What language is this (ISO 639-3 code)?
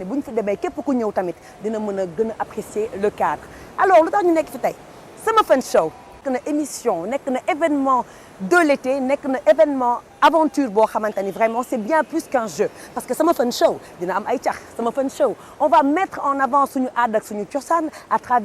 wol